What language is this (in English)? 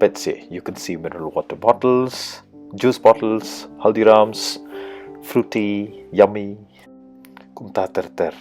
Khasi